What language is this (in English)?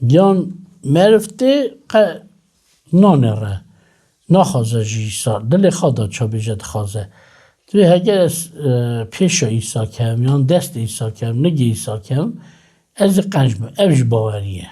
Kurdish